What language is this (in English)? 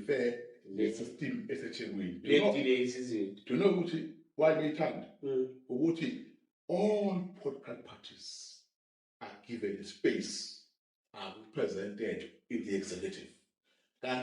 Zulu